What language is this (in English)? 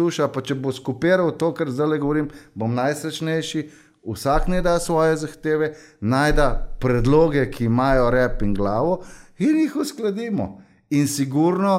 Slovenian